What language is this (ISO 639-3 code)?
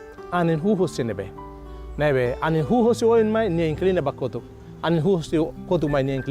tet